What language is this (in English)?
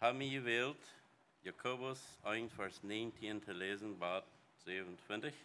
Plautdietsch